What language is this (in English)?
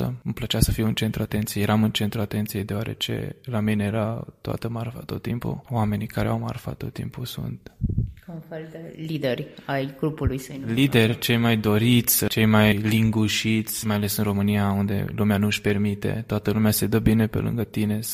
Romanian